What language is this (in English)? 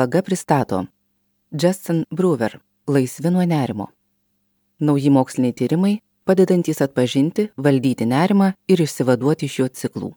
Lithuanian